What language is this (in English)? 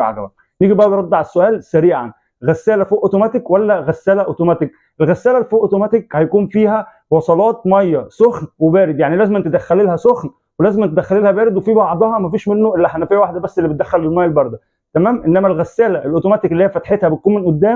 Egyptian Arabic